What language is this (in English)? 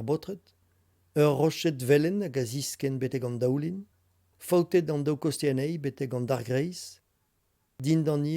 Breton